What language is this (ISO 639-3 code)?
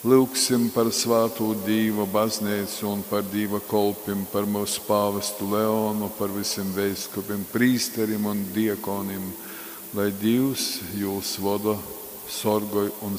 ltg